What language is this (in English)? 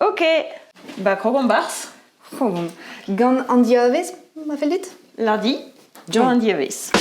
Breton